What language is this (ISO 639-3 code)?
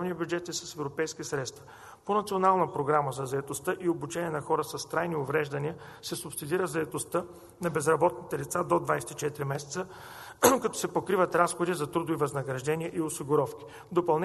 bul